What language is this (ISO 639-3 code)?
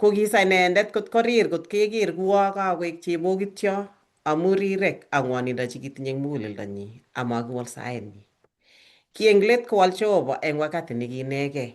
kln